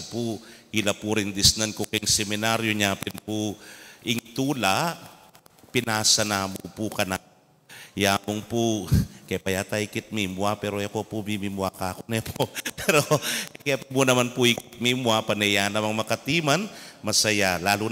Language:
Pampanga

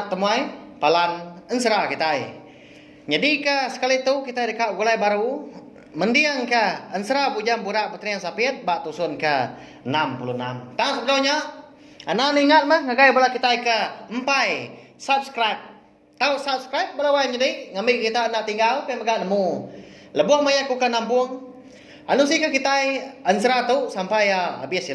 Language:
Iban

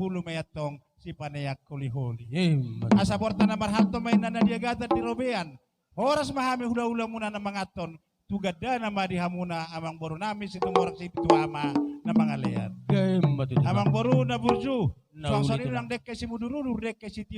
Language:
Batak Toba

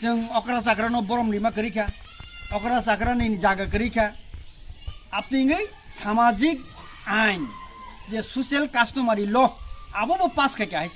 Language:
Kok Borok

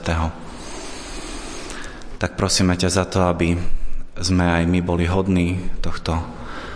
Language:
Slovak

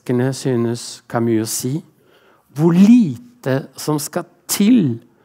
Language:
Norwegian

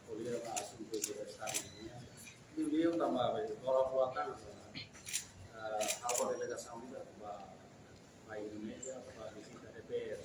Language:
Tetum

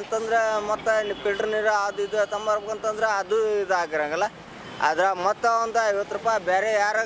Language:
Kannada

